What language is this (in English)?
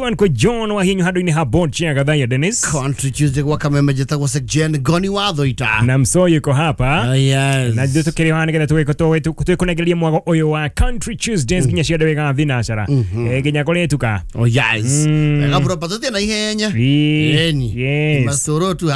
Kikuyu